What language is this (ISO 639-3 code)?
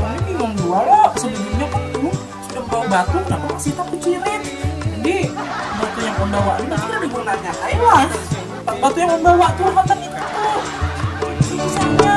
bjn